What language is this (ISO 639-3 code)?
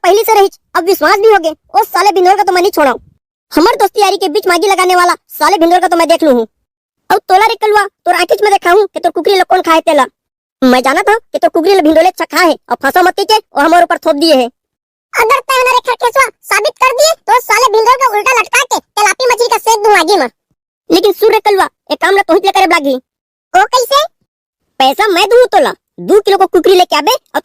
hne